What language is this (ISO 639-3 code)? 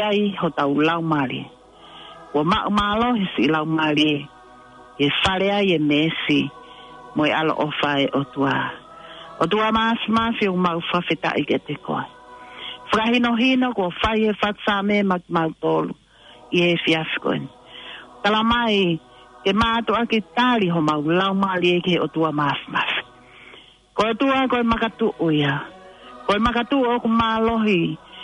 ton